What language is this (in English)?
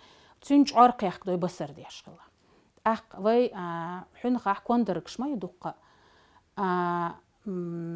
Chechen